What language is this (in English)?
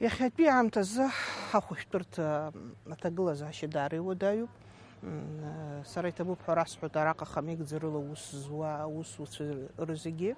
Abkhazian